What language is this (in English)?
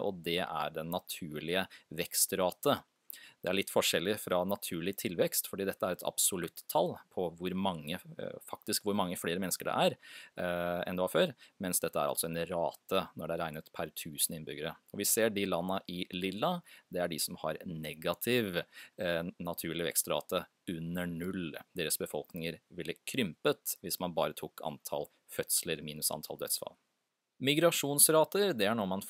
Norwegian